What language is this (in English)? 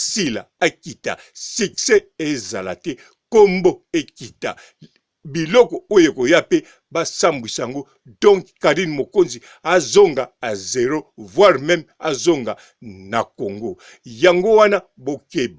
Lingala